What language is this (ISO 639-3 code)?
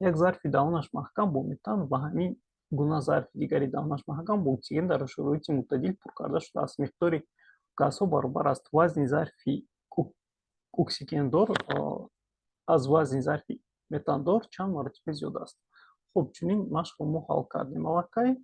tgk